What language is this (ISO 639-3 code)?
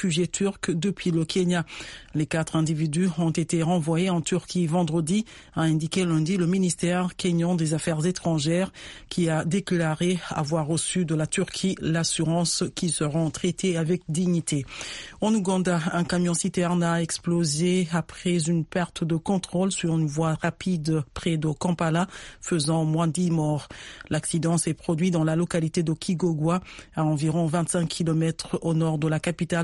fra